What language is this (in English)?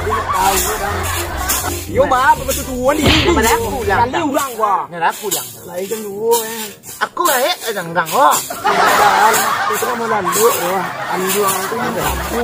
Minangkabau